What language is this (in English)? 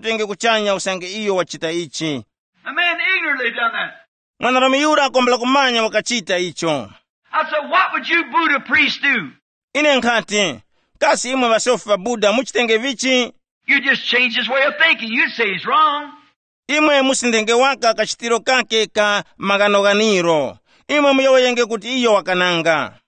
Tumbuka